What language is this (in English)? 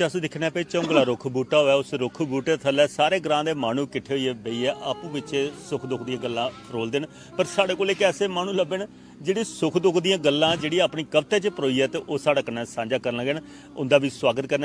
Dogri